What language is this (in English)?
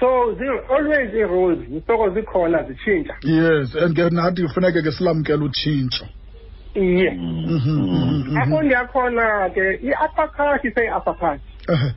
Xhosa